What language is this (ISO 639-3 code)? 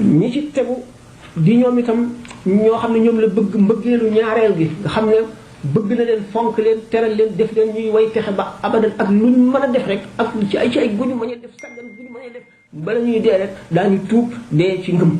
wol